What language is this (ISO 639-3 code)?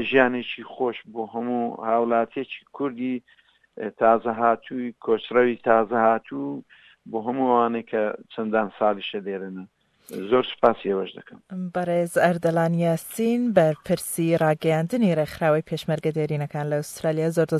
ckb